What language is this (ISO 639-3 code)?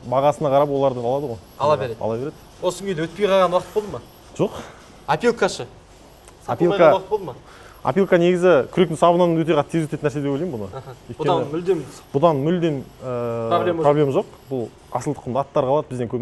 kaz